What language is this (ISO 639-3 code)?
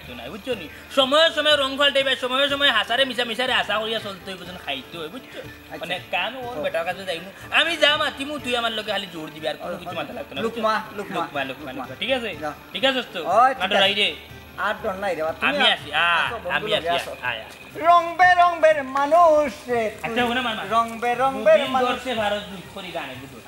syl